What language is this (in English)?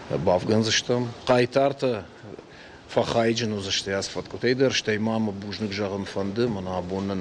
Ossetic